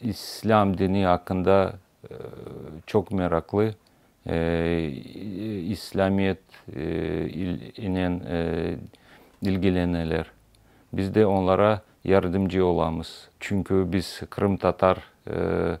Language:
Crimean Tatar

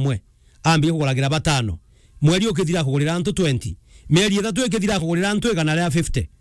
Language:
Meru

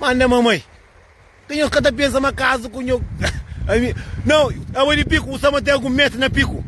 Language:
Kabuverdianu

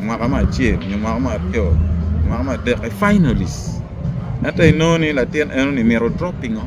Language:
Acoli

